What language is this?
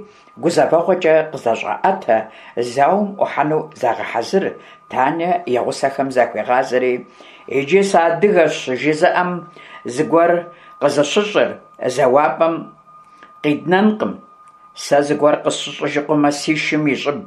Kabardian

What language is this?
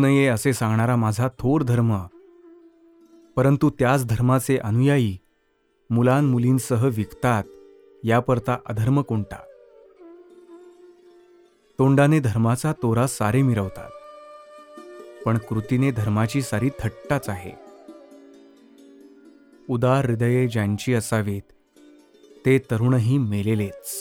Marathi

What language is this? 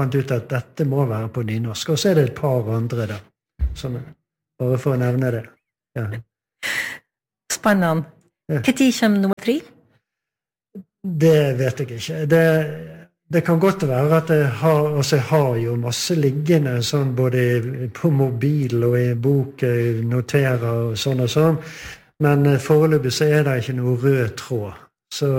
Norwegian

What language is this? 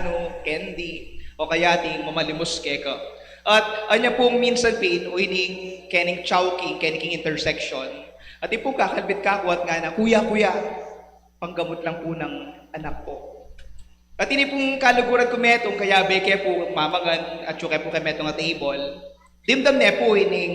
Pampanga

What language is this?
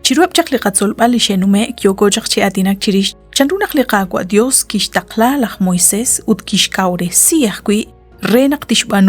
Kekchí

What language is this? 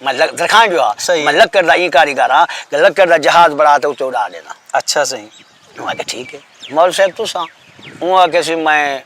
Saraiki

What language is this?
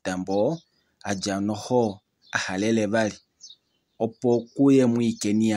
Kuanyama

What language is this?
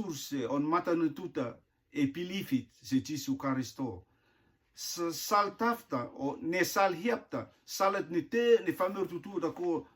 Rotuman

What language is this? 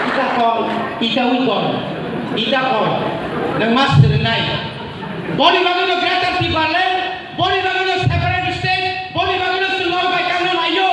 Kok Borok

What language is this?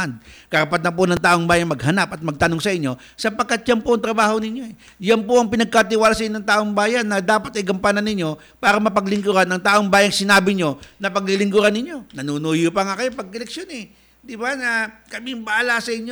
Filipino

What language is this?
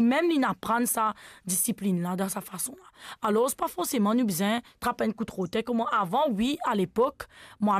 Morisyen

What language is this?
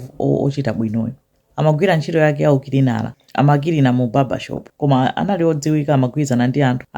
Nyanja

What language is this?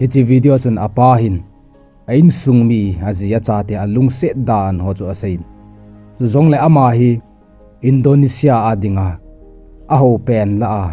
Thado Chin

